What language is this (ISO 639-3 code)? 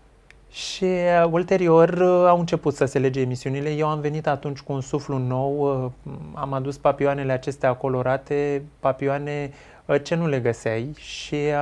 ron